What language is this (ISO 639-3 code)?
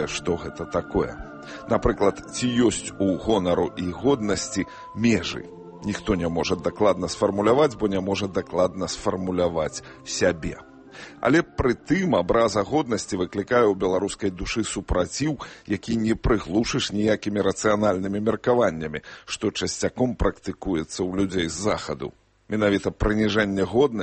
bel